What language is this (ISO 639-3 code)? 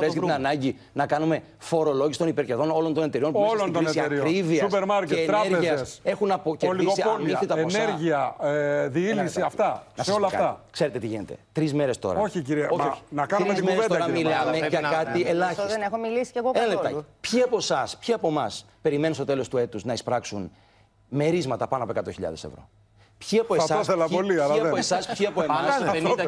ell